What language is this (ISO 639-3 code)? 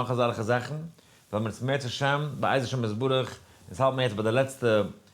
yid